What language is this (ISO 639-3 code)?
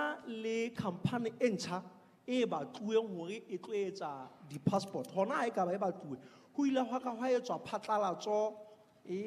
sot